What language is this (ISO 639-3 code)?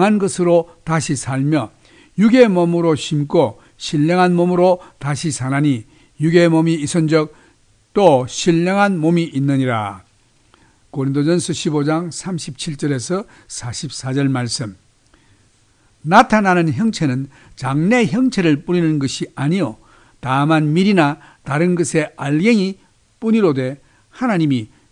kor